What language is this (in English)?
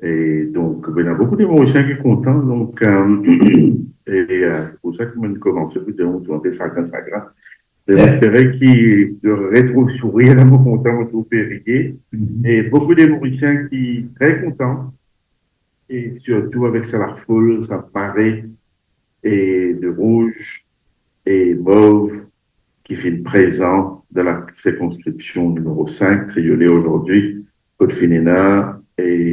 Morisyen